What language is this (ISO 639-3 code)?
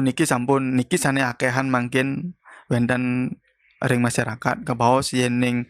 ban